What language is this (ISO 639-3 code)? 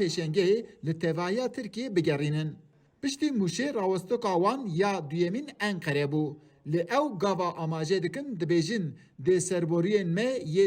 kur